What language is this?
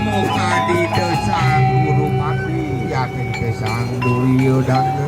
Balinese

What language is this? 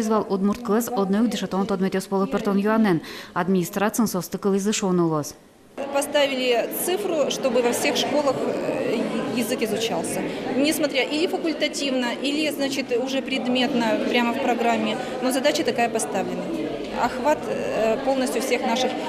Udmurt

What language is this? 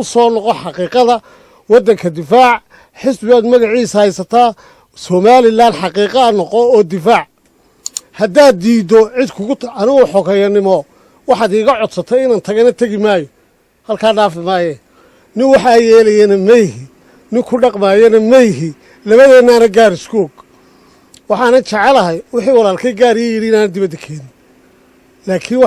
Somali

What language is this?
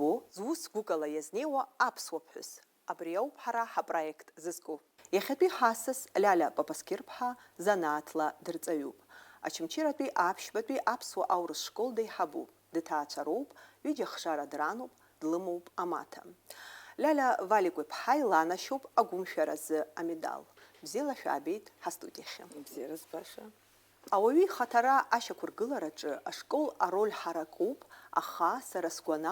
Abkhazian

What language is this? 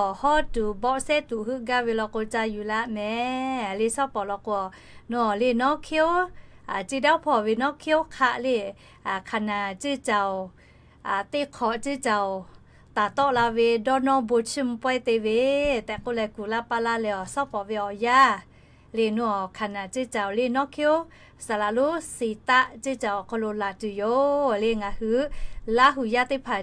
Lahu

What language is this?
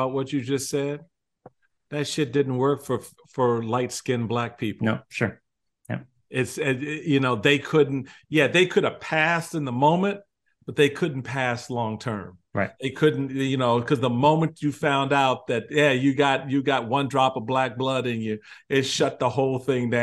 English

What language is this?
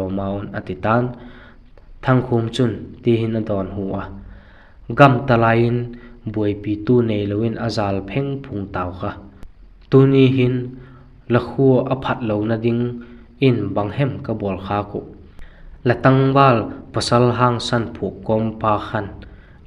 Vaiphei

